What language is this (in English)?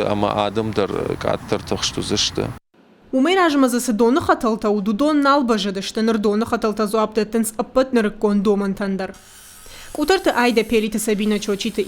Ossetic